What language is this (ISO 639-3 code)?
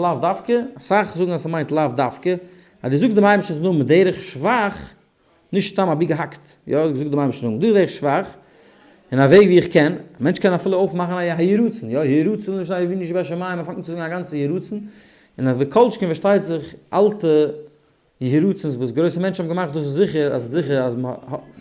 yid